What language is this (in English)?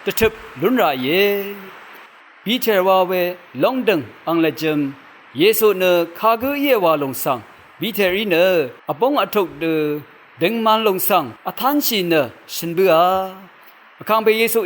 Rawang